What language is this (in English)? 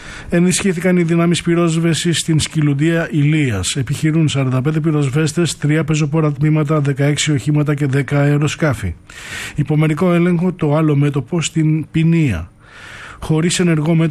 Greek